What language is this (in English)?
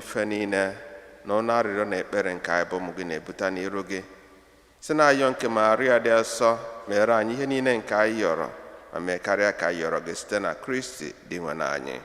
Igbo